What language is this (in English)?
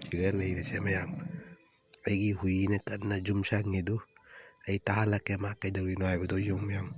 Manipuri